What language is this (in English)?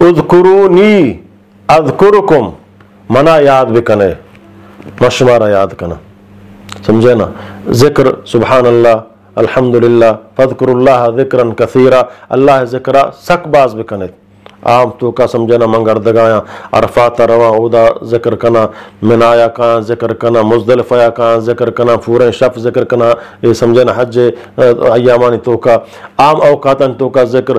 Eastern Balochi